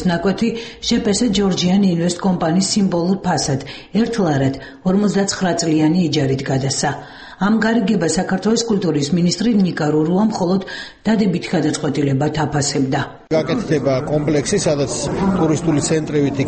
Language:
Georgian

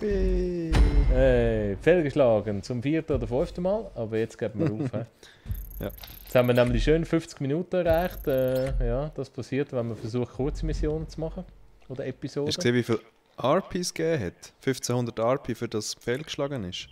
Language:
Swiss German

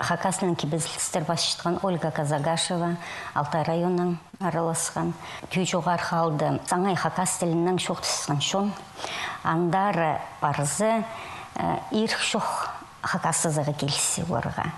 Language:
Khakas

